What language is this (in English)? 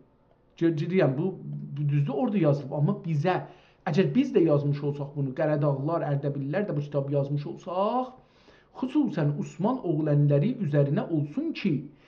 South Azerbaijani